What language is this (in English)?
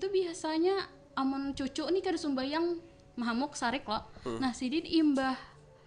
Banjar